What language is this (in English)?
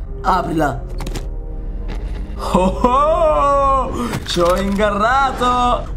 Italian